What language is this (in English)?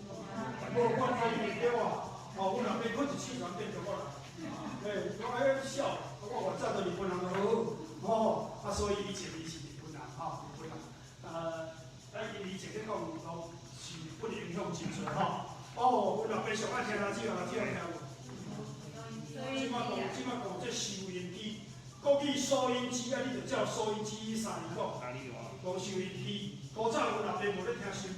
Min Nan Chinese